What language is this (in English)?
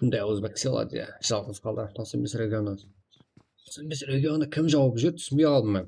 Kara-Kalpak